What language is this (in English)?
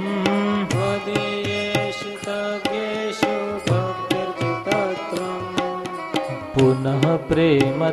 Gujarati